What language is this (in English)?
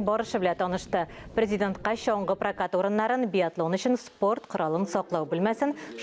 Tatar